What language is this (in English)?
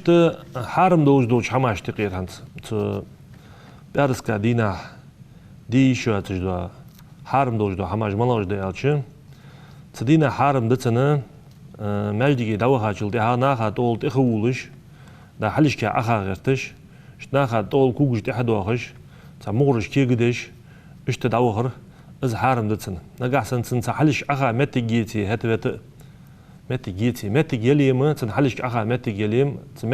Ingush